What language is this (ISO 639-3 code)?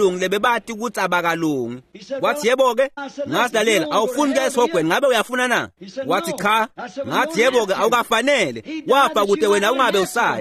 ssw